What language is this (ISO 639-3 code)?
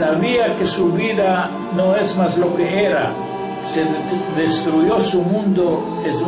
lad